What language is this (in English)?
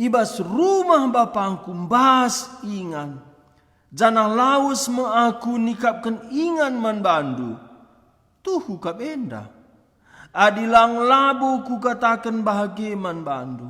Batak Karo